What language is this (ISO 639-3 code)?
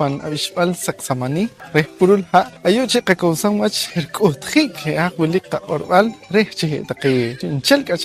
poh